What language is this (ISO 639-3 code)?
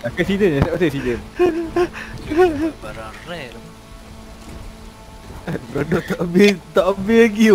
msa